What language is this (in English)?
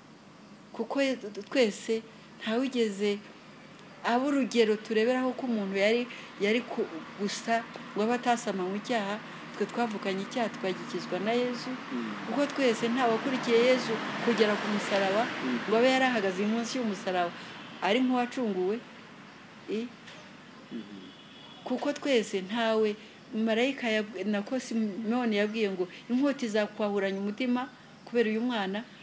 Kinyarwanda